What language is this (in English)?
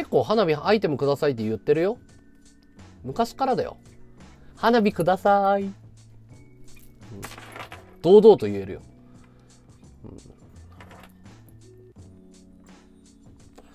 Japanese